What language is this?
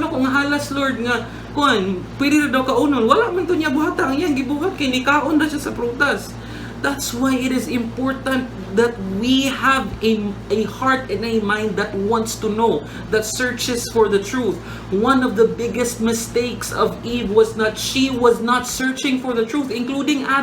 Cebuano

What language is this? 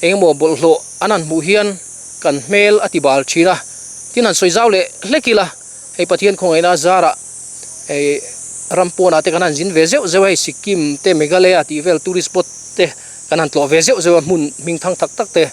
Mizo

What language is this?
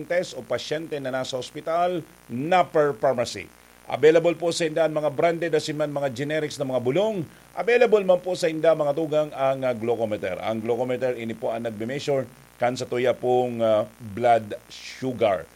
Bikol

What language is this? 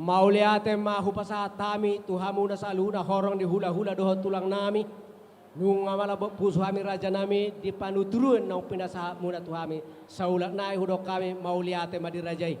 Batak Toba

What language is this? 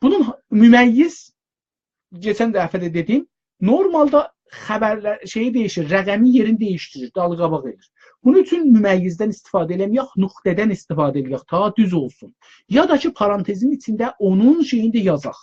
South Azerbaijani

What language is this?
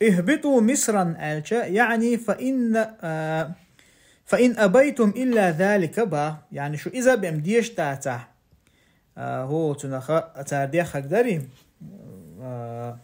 Chechen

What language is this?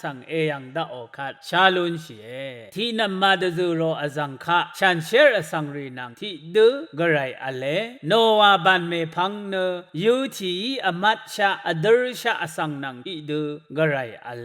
Rawang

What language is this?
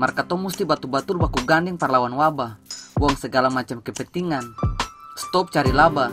Ambonese Malay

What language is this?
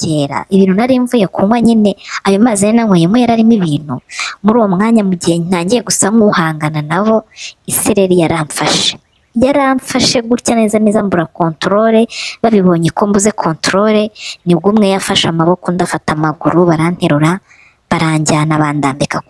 Kinyarwanda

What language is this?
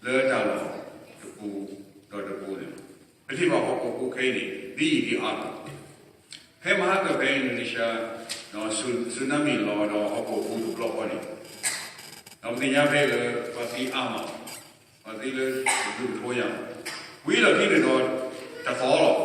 S'gaw Karen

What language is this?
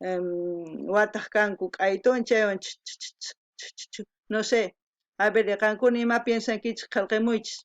South Bolivian Quechua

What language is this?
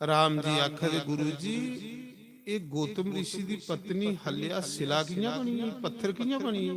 Dogri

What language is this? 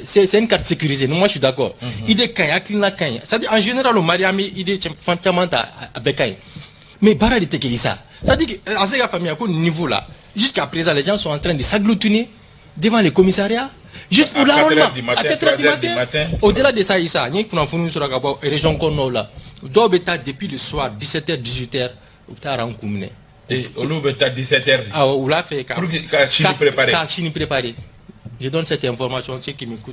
Bambara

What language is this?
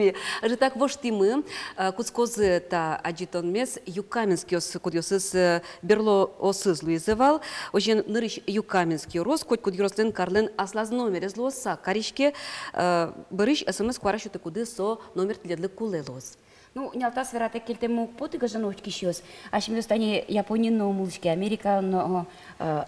Udmurt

